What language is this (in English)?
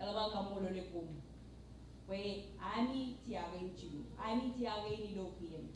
Marshallese